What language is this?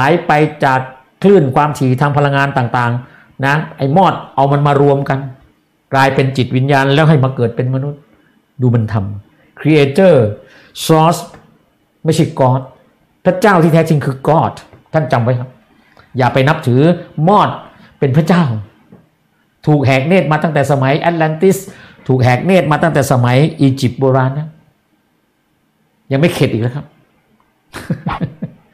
Thai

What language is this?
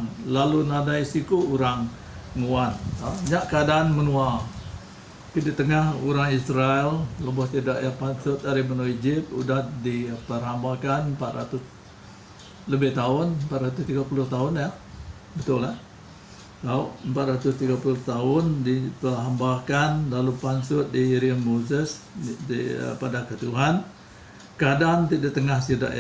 Iban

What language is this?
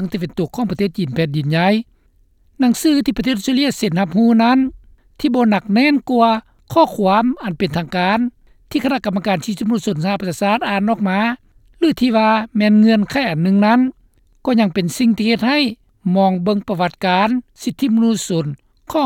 Lao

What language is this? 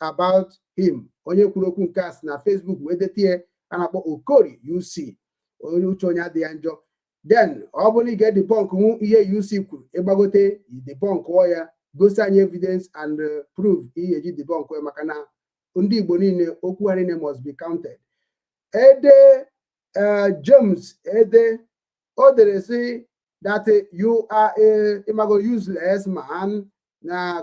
Igbo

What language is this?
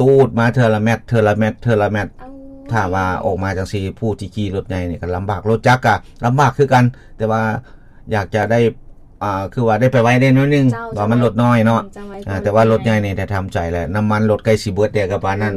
Lao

